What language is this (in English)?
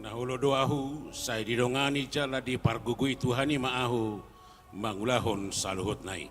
Batak Toba